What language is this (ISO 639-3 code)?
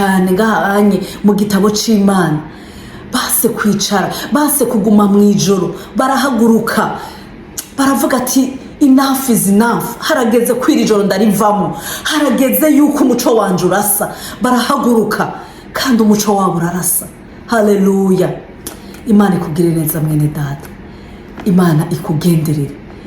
run